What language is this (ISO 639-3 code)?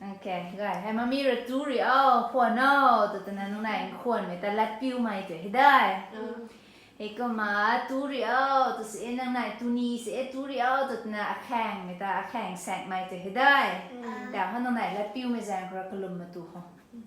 nbu